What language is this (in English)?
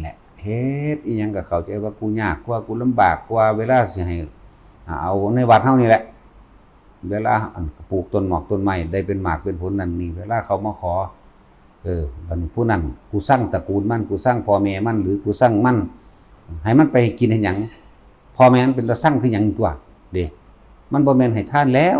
Lao